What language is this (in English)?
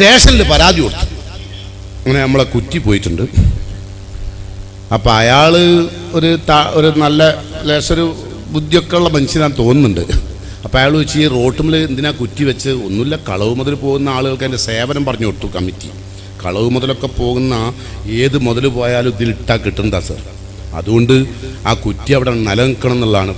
Malayalam